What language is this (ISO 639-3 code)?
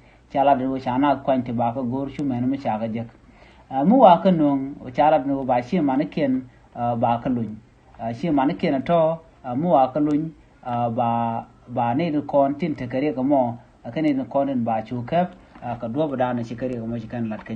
nus